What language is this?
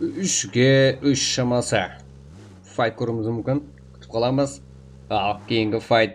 Kara-Kalpak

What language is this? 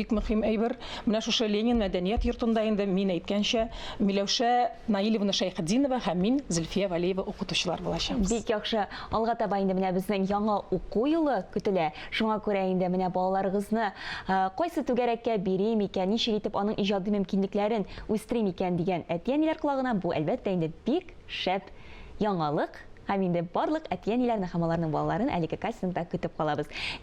Tatar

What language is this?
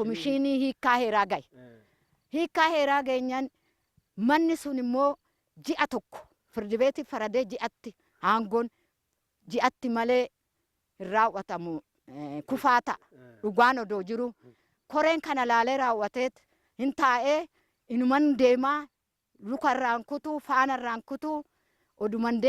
Oromo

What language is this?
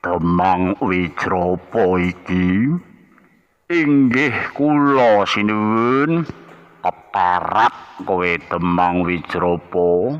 Javanese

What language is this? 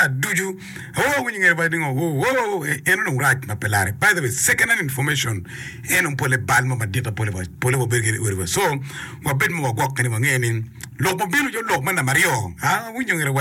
Acoli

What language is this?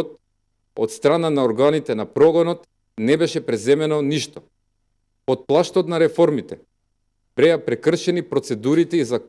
Macedonian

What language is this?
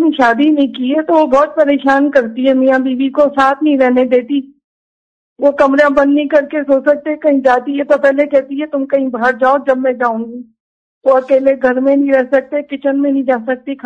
Urdu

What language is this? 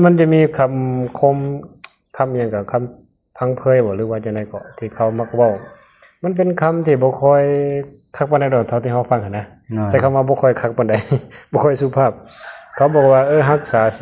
Lao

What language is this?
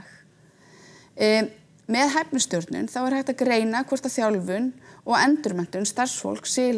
Icelandic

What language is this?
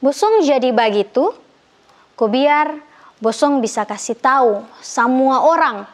Kupang Malay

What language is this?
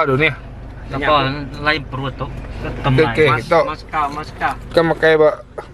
Iban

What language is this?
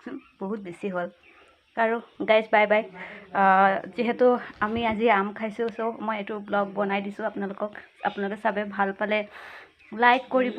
Assamese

